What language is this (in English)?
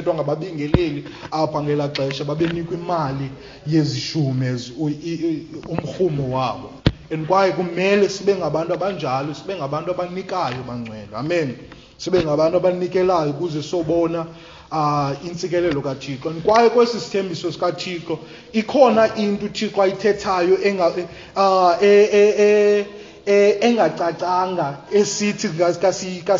Xhosa